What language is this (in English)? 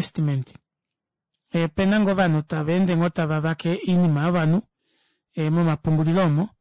Kuanyama